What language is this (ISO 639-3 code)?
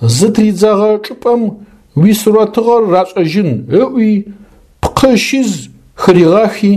ady